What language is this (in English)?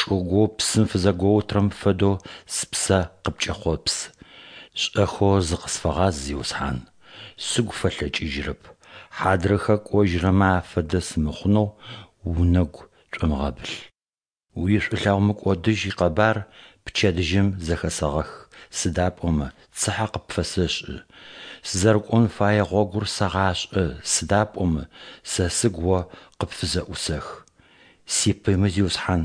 Adyghe